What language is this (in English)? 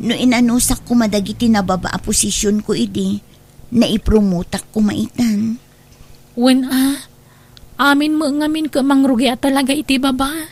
Iloko